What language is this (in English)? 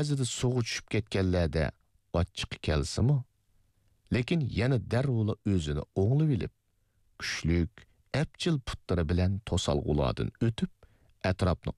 Uyghur